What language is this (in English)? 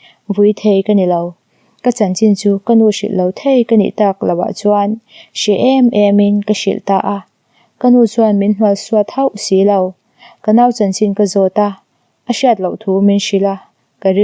Mizo